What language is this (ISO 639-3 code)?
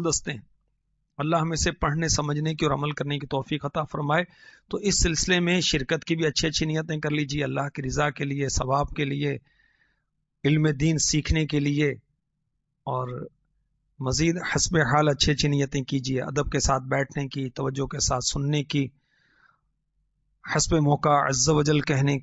urd